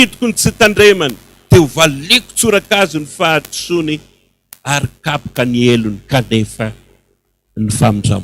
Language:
Malagasy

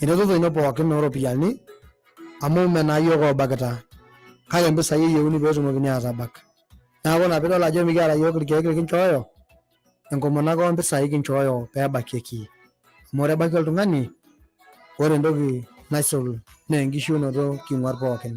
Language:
Masai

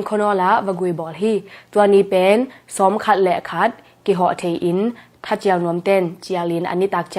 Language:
Tedim Chin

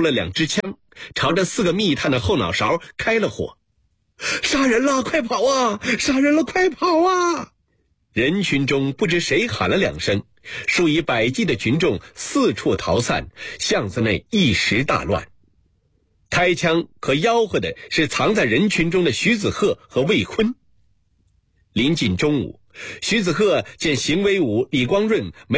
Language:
Chinese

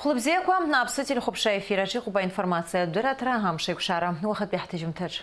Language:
Abkhazian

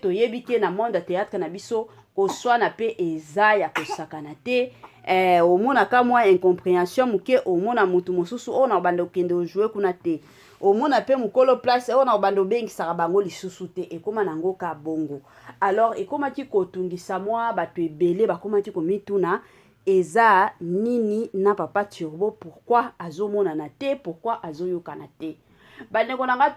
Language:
Lingala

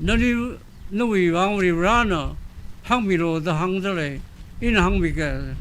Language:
Tangkhul Naga (India)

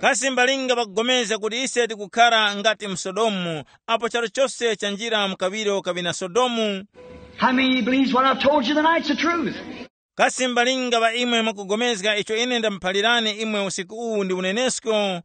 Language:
Tumbuka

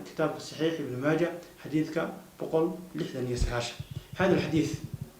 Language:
Somali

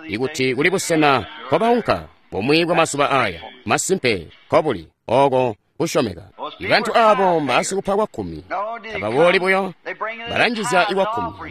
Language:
Tonga (Zambia)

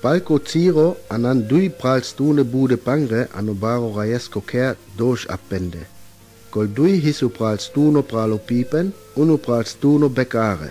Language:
Sinte Romani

